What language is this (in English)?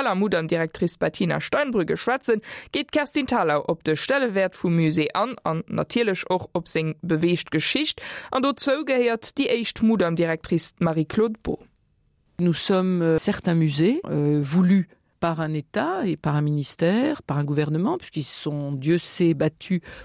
Luxembourgish